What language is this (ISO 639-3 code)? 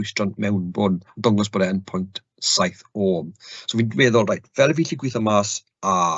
cym